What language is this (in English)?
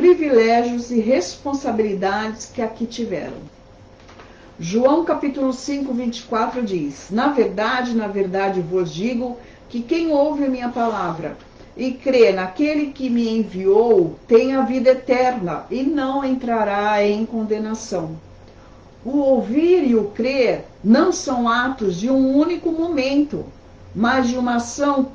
Portuguese